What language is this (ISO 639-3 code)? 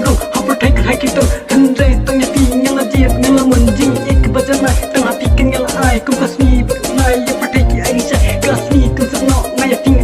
kha